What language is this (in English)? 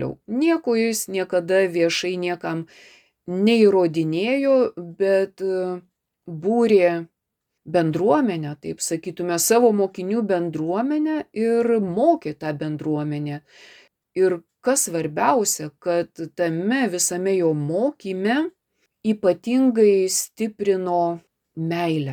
Lithuanian